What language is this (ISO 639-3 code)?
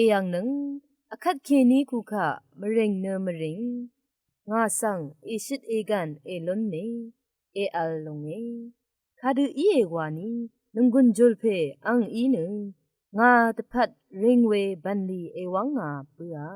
raw